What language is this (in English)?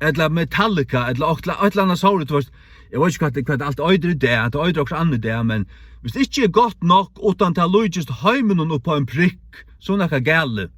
Faroese